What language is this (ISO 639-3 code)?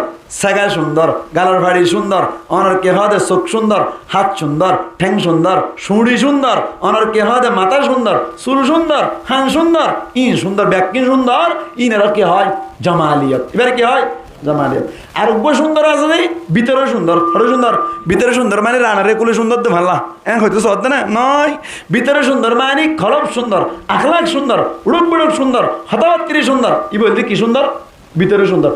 rhg